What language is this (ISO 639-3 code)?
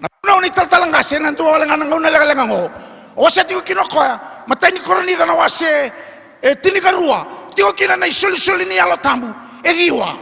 fij